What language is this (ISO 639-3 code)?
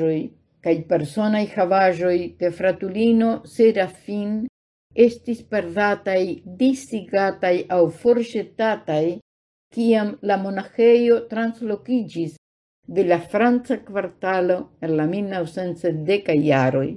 epo